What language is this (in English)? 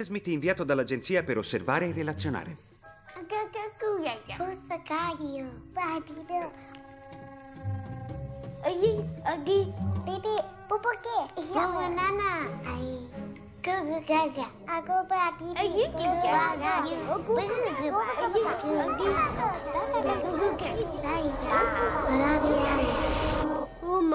Italian